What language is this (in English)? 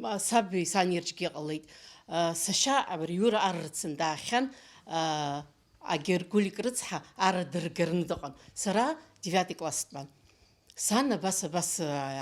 Abkhazian